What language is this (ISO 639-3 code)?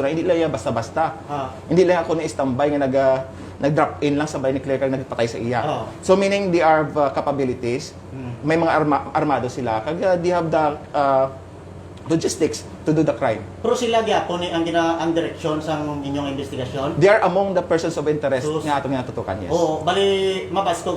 hil